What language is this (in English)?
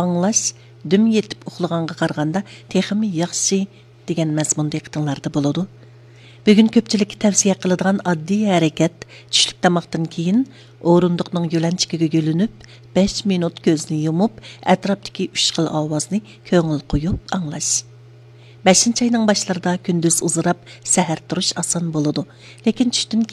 Uyghur